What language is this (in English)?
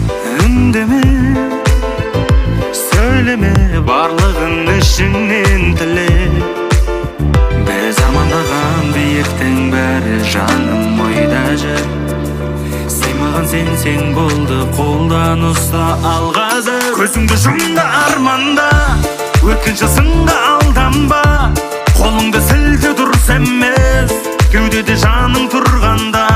Kazakh